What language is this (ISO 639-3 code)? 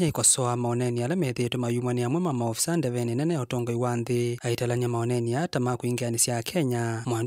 kam